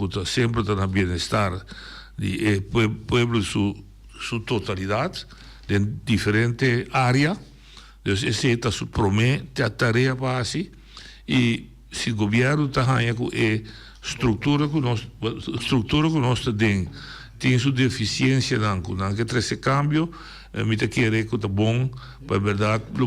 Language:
Papiamento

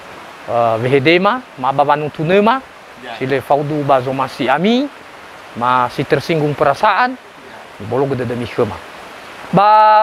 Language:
Nias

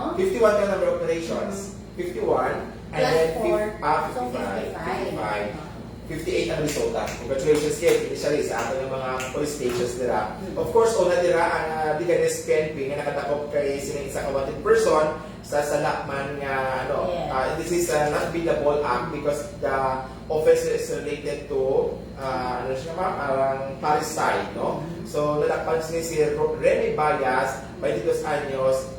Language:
Hiligaynon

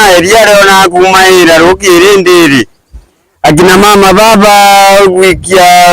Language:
Meru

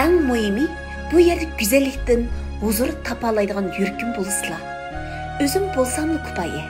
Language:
Uyghur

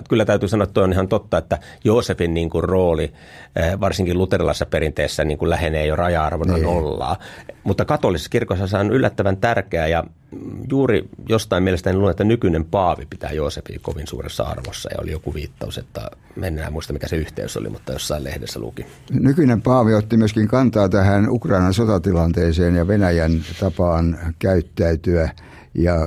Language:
Finnish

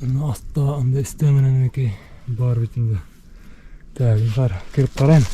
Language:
Bashkir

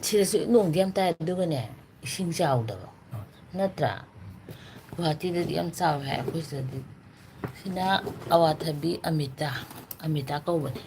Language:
Manipuri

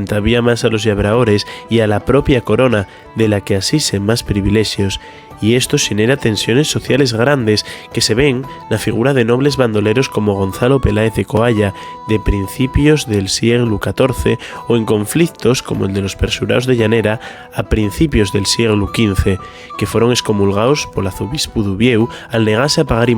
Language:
Asturian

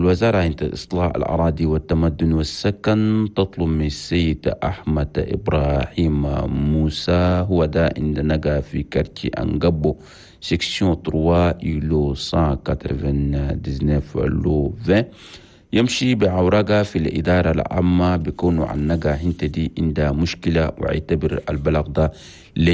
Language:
Chadian Arabic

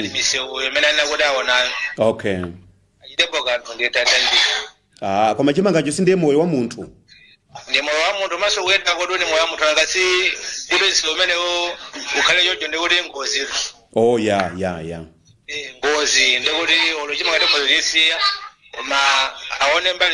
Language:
Nyanja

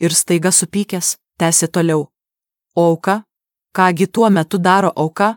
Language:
Lithuanian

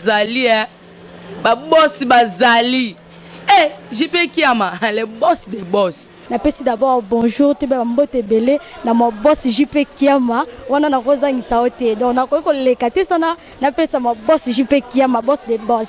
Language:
Lingala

